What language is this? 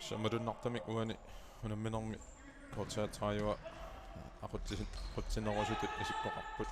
Kalaallisut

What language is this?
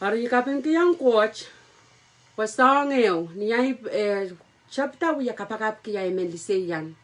Pohnpeian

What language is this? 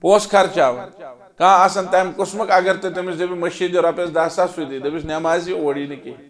Kashmiri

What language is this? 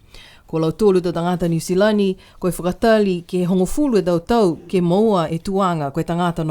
Niuean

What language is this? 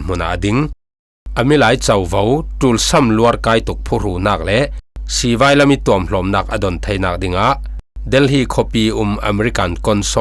Falam Chin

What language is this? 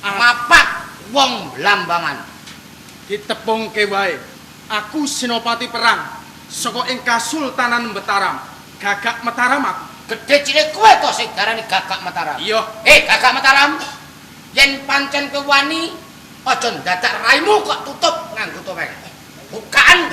Javanese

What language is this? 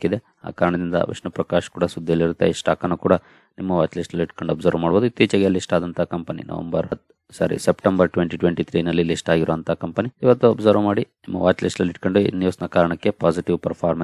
Kannada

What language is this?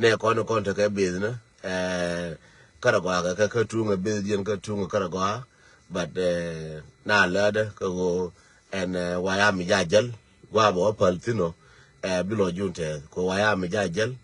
Nuer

